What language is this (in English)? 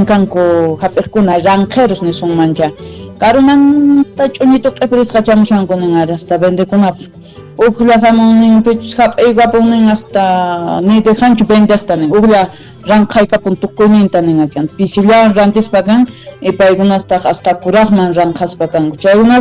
Quechua